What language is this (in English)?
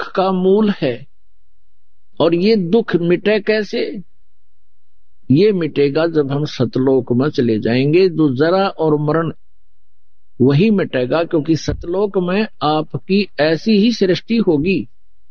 Hindi